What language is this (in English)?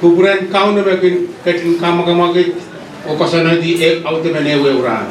Pohnpeian